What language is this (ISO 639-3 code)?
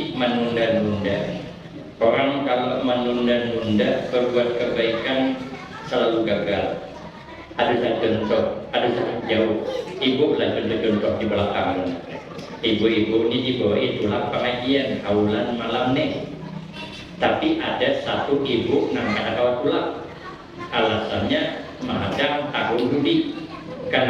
bjn